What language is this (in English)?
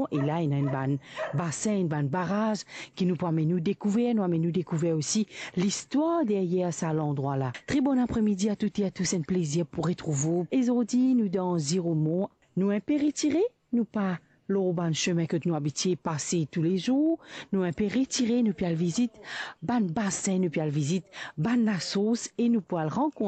Morisyen